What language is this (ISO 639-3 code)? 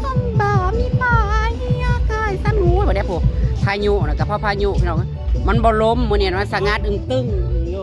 tts